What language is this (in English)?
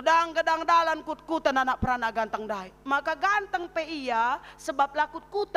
Batak Karo